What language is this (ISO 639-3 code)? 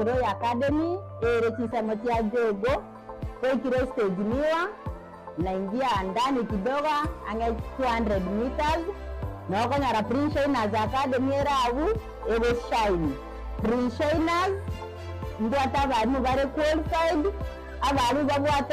guz